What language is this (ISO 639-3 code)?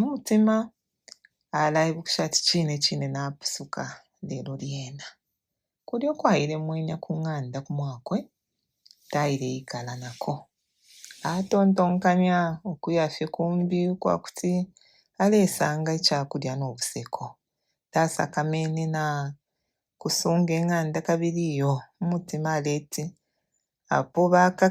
bem